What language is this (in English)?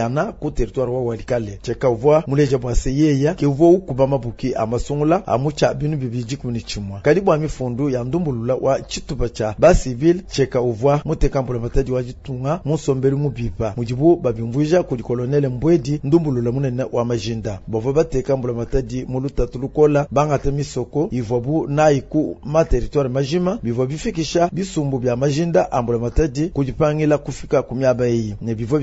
Luba-Lulua